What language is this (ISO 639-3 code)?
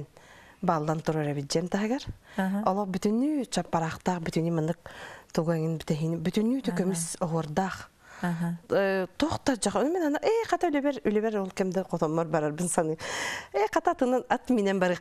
sah